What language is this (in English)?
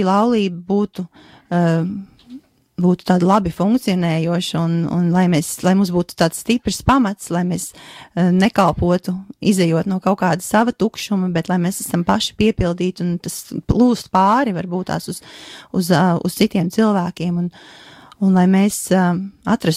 Latvian